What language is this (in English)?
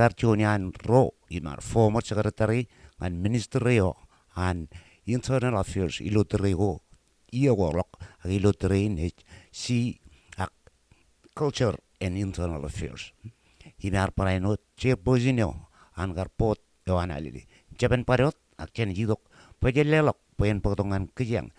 Marshallese